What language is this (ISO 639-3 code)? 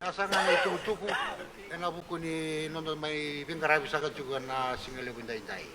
fij